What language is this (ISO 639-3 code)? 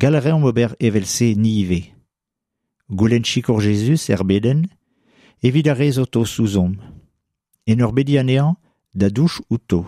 bre